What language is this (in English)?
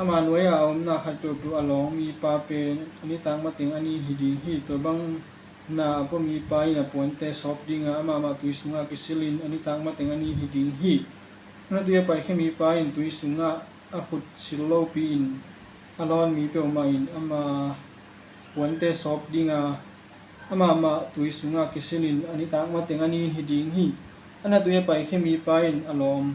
Tedim Chin